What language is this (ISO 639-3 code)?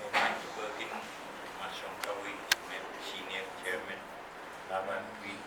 pon